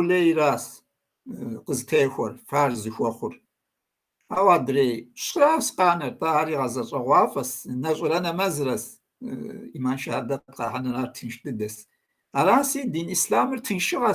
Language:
Kabardian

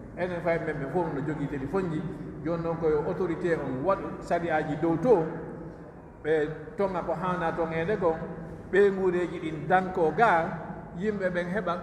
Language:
Pular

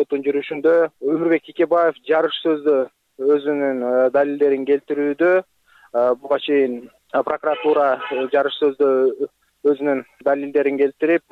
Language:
Kyrgyz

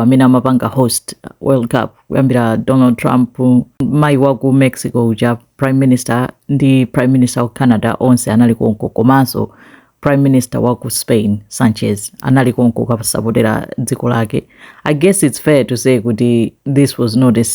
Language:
Nyanja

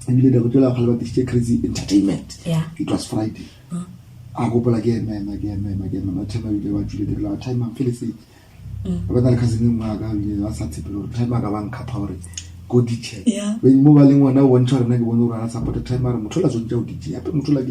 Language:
Northern Sotho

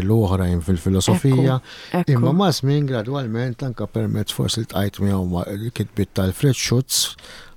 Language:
Maltese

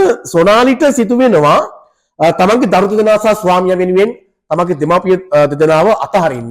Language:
Sinhala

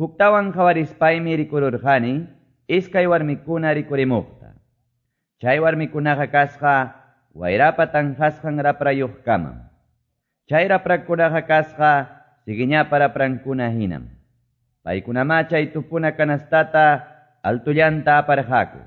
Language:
Quechua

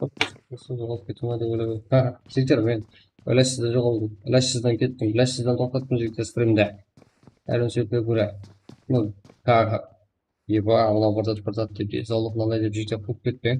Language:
Kara-Kalpak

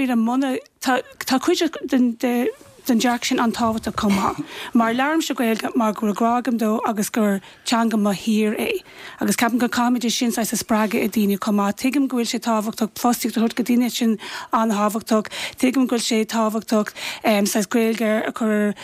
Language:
Irish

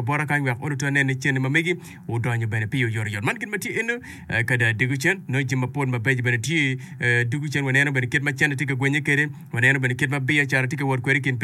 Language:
Acoli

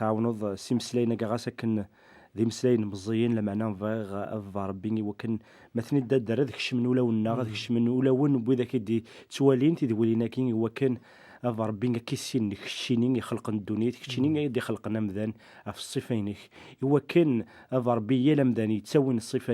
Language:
Kabyle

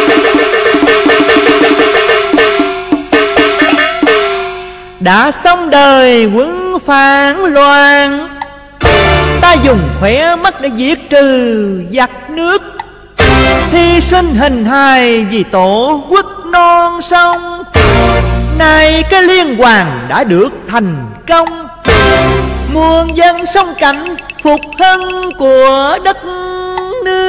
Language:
Vietnamese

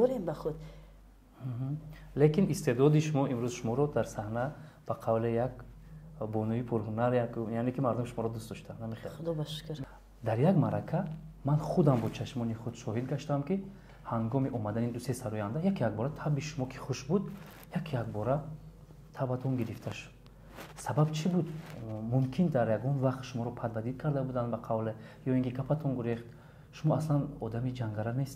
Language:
Tajik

